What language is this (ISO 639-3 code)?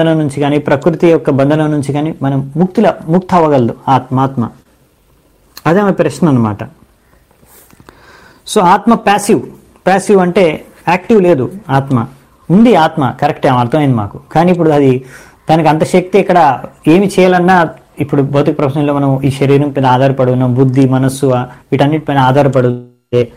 tel